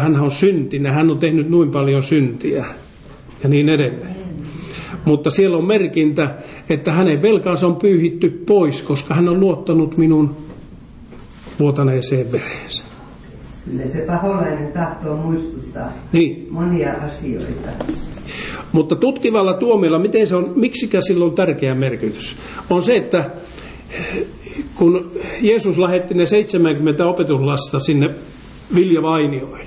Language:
Finnish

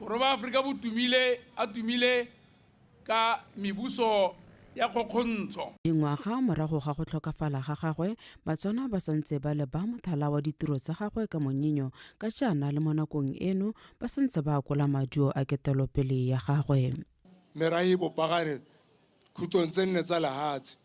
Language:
Tswana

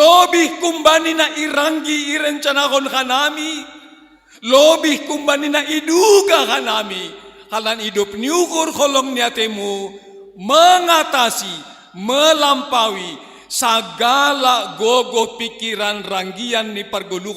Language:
Batak Simalungun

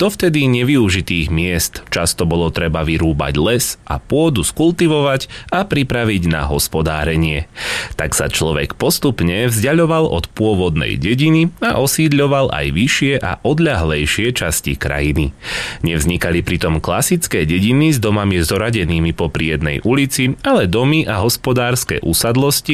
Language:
Slovak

